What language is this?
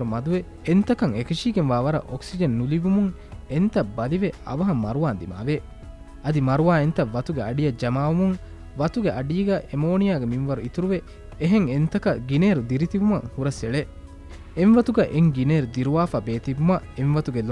Divehi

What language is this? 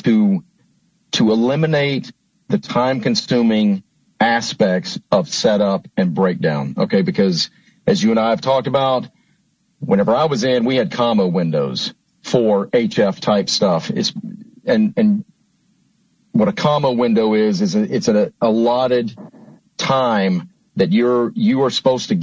English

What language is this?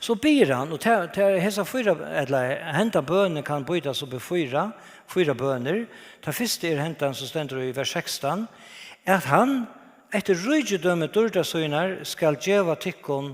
Faroese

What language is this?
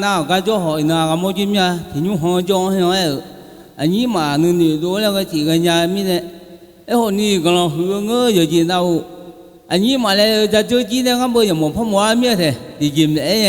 Akha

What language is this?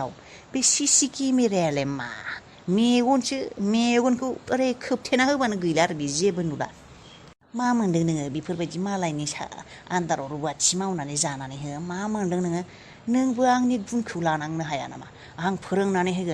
Bodo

